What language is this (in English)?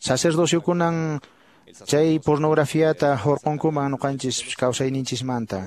Quechua